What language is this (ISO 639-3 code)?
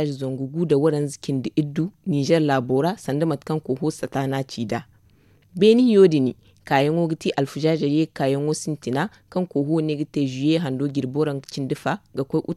dje